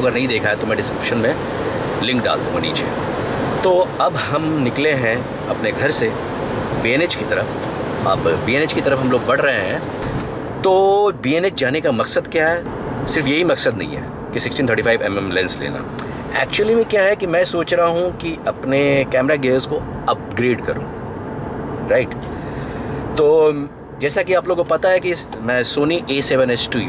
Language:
Hindi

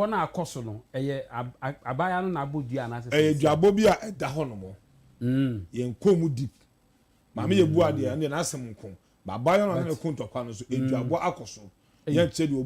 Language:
Akan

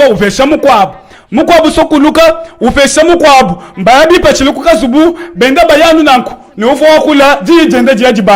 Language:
Luba-Lulua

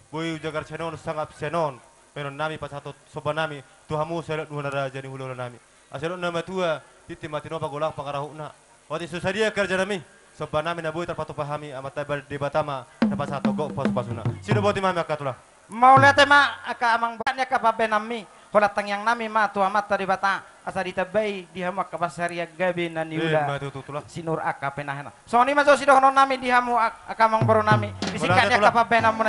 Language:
Batak Toba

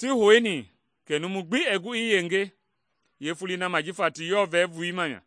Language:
Mende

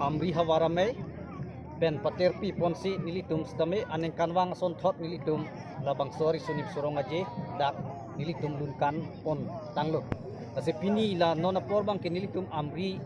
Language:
Karbi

